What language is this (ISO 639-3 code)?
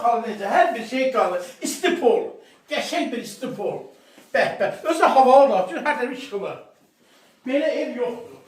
aze